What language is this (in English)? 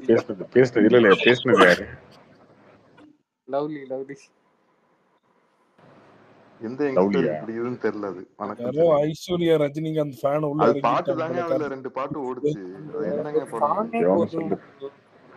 Tamil